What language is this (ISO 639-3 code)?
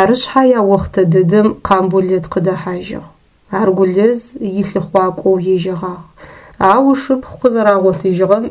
ady